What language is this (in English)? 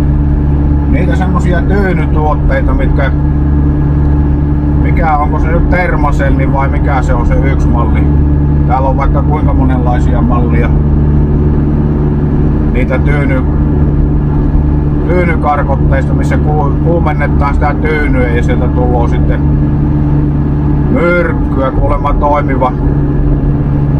Finnish